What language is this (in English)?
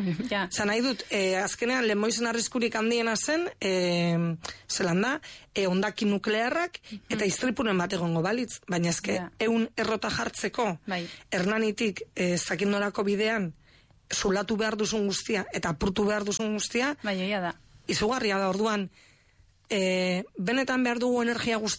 Basque